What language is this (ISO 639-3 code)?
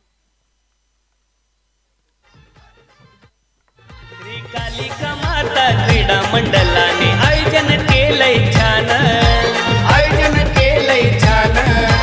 mar